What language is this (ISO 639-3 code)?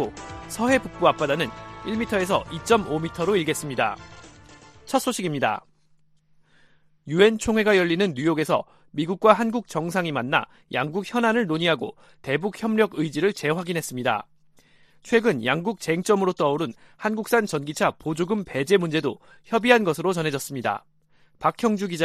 kor